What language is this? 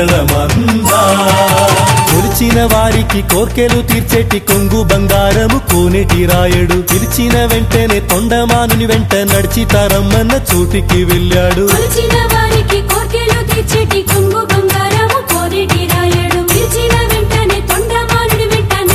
Telugu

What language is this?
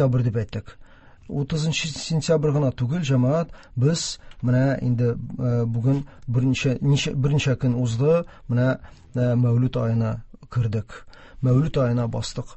Tatar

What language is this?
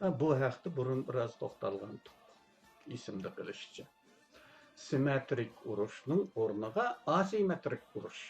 Uyghur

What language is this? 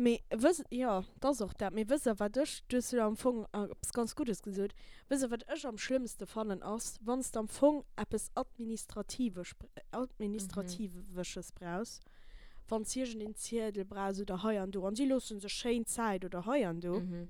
Luxembourgish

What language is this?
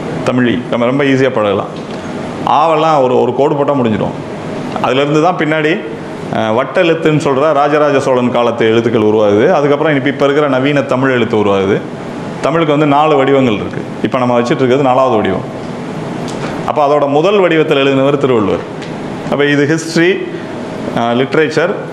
Tamil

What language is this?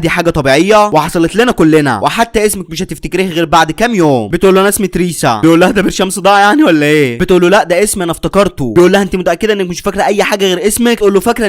Egyptian Arabic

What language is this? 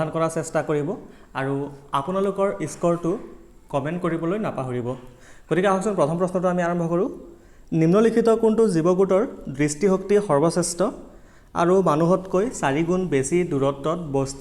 Assamese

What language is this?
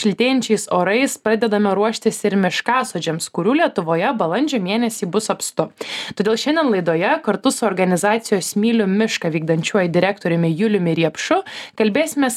Lithuanian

